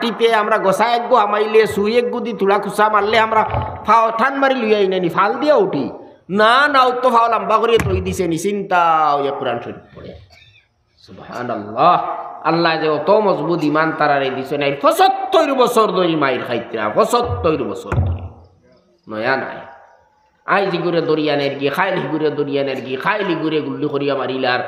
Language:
Sylheti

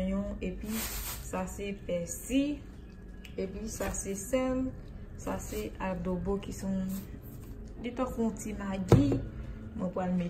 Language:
Haitian Creole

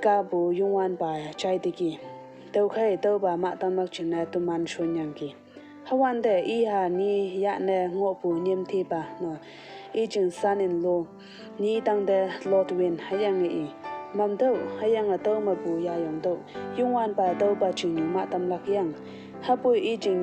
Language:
Konyak Naga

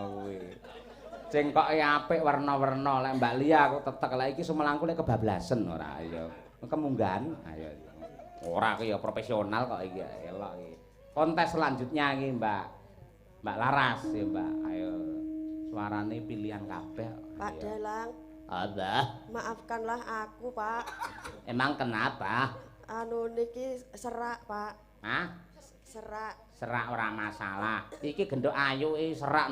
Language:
Javanese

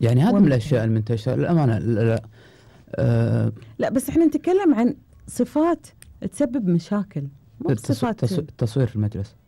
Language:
Gulf Arabic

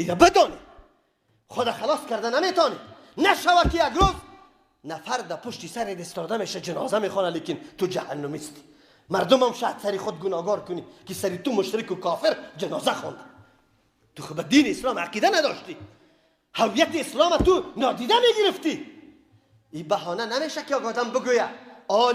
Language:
Persian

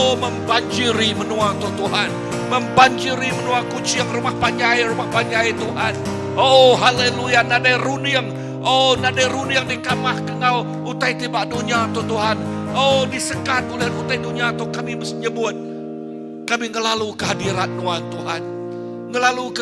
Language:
Iban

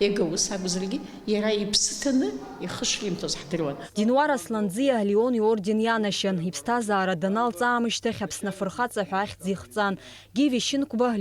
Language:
Abkhazian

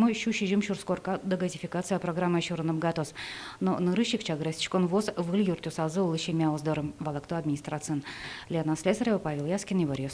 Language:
Udmurt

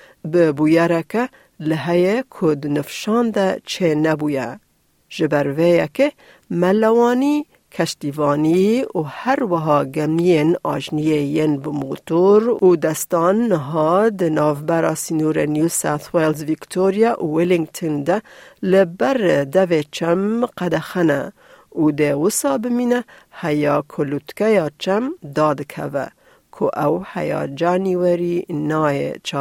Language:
Kurdish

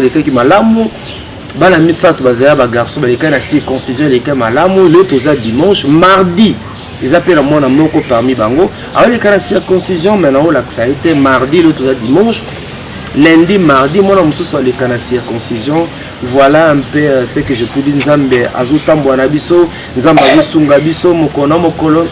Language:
Lingala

